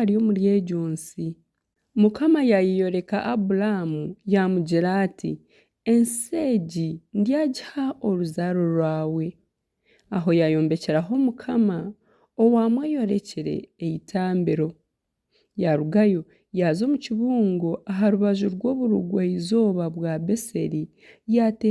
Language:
Nyankole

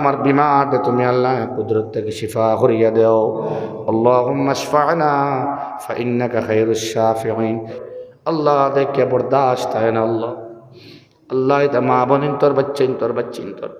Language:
Sylheti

